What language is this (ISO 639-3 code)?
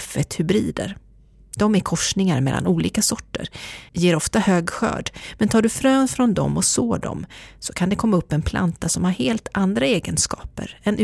swe